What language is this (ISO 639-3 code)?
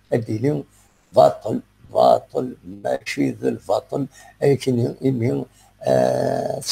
kab